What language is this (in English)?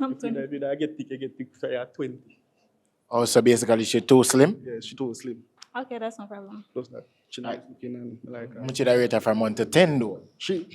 Jamaican Creole English